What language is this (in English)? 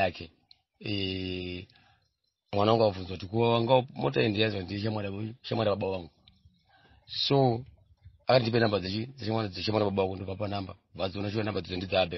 Shona